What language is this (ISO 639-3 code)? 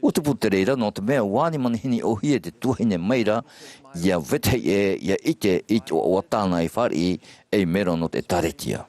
tah